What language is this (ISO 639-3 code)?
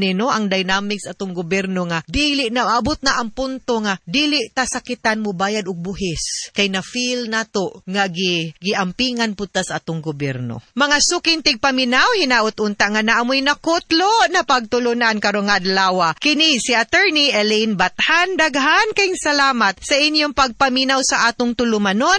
ceb